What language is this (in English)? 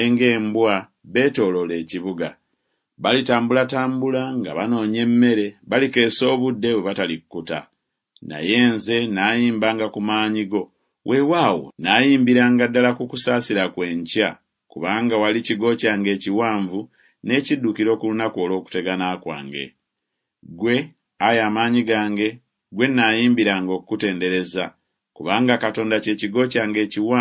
Ganda